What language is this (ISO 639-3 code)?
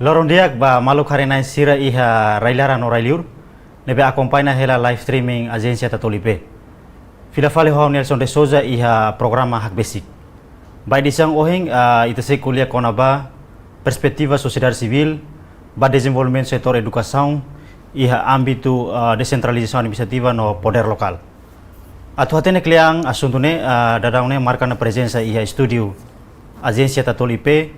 tet